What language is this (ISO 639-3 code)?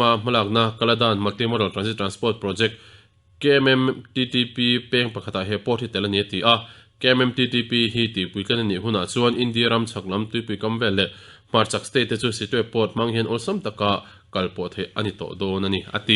lus